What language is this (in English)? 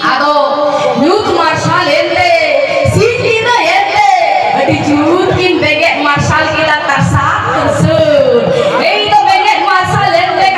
Santali